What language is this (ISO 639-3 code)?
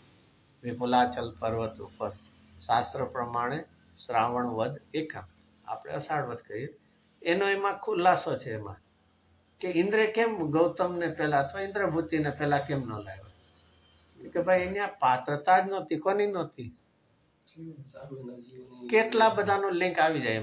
guj